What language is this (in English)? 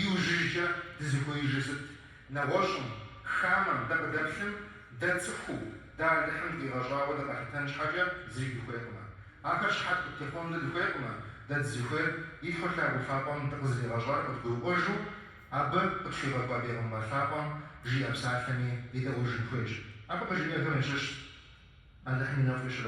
Kabardian